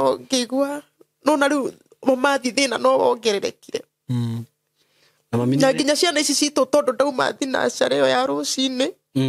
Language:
Kikuyu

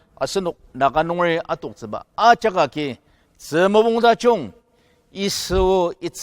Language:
Ao Naga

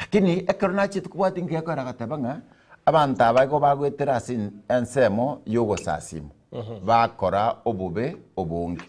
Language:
Gusii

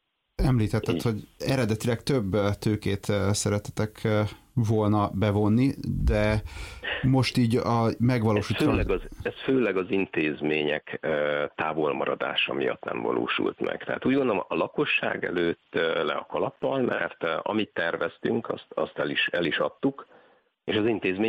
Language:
Hungarian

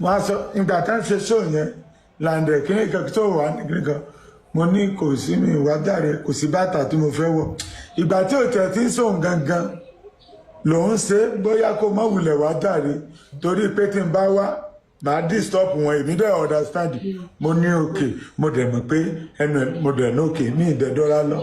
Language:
Yoruba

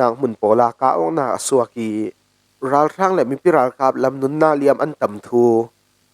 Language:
Falam Chin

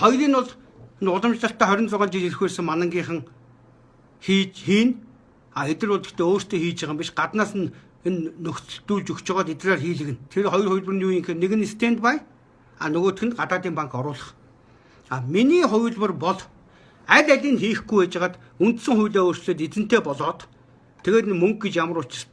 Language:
Mongolian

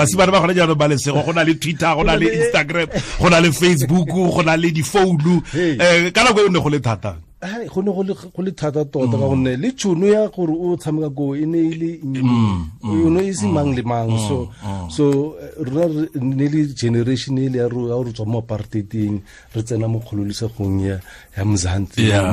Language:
Tswana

